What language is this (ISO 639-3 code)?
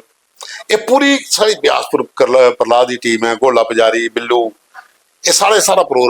doi